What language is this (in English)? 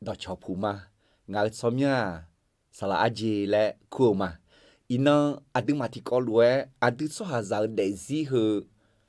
Akha